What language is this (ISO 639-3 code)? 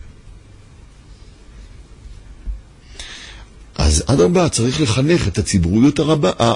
heb